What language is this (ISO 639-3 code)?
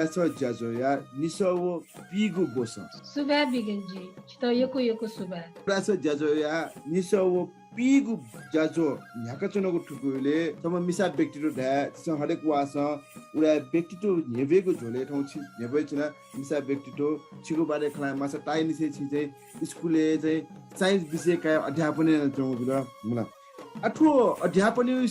new